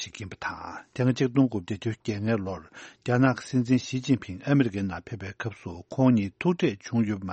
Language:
Tibetan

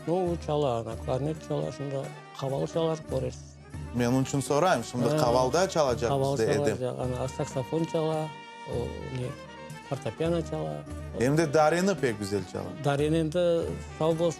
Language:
Crimean Tatar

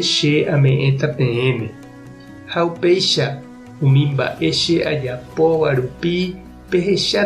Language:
Guarani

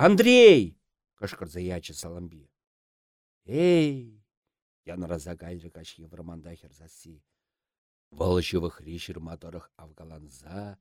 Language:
Chuvash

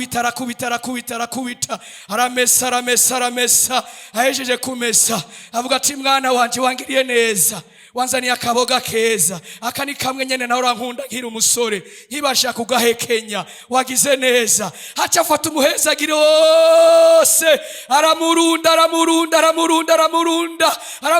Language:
Rundi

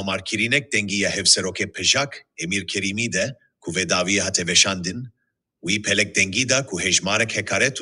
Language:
Kurdish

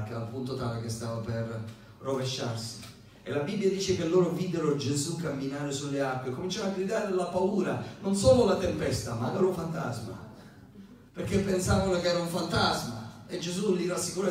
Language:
Italian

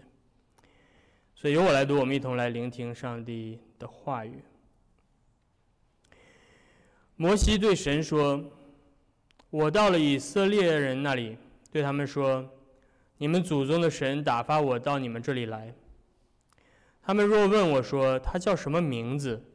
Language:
Chinese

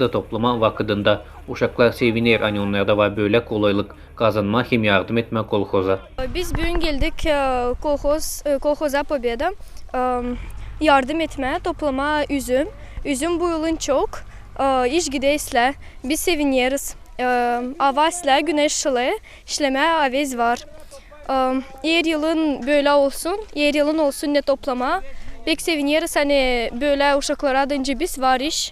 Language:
Gagauz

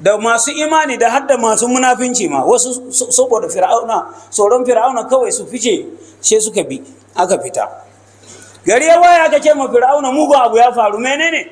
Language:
Hausa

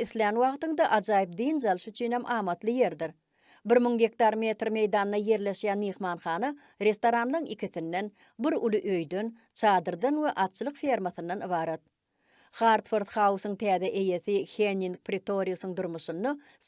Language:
Turkmen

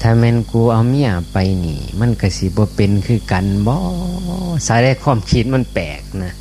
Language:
Northeastern Thai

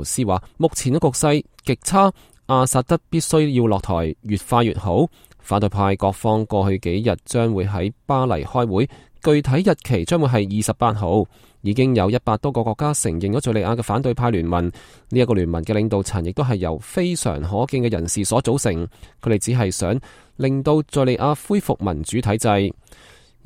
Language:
Cantonese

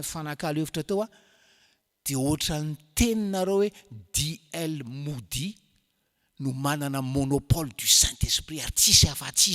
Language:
Malagasy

